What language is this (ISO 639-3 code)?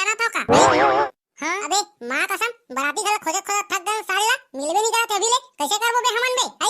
hne